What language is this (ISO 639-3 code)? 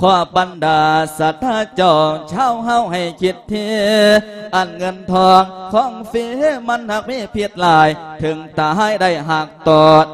lao